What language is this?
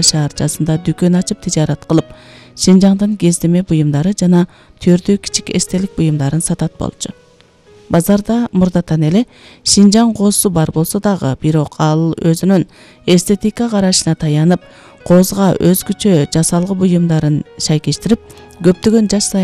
Kyrgyz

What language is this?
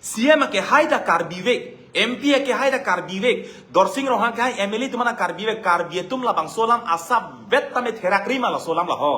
Karbi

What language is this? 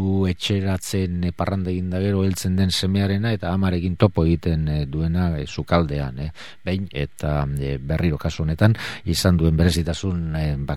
Basque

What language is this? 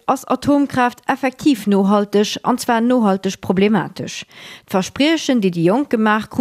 Luxembourgish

